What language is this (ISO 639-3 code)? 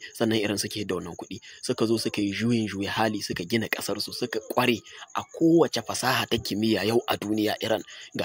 hau